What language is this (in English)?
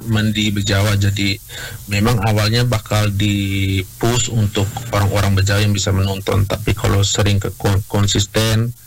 Indonesian